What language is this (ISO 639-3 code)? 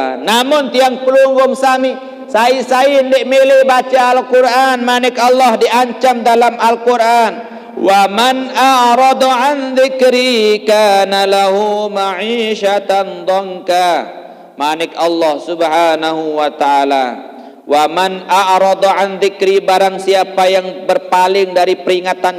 sas